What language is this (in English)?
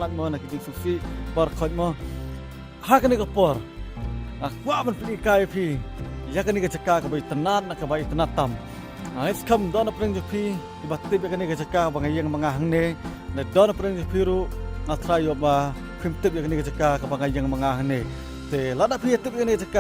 Khasi